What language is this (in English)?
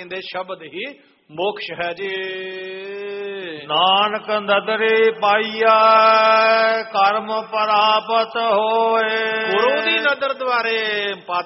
Punjabi